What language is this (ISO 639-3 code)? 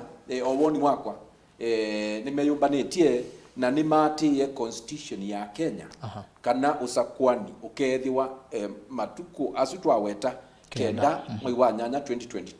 kam